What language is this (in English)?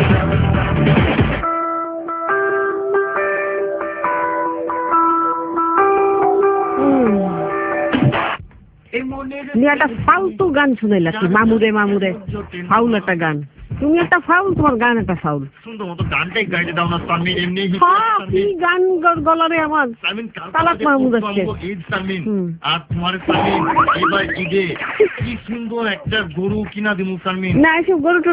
Bangla